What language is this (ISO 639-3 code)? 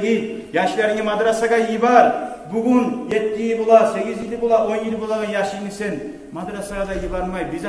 kum